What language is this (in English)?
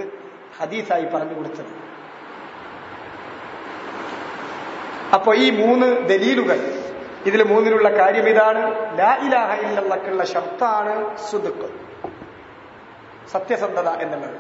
Malayalam